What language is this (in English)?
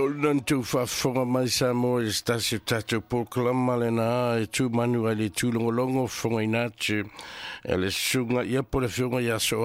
Samoan